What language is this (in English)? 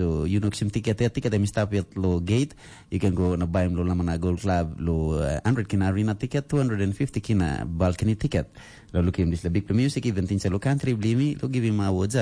Tok Pisin